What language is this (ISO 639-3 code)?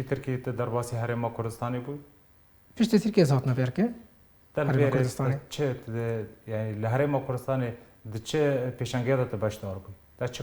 kur